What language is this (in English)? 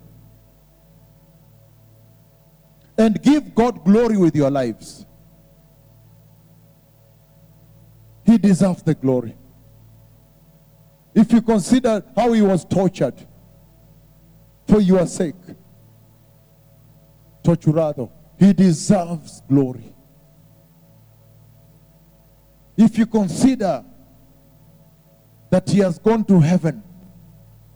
English